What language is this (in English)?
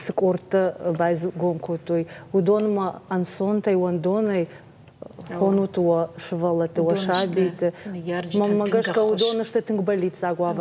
Ossetic